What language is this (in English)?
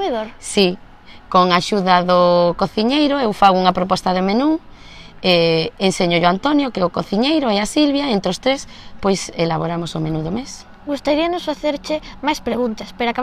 Galician